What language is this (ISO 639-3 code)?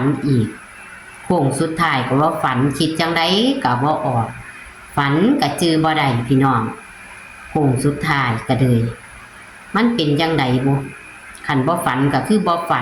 tts